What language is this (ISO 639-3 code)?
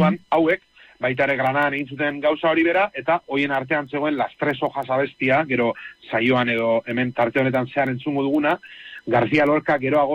eus